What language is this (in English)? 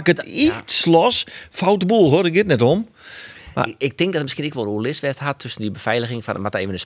Western Frisian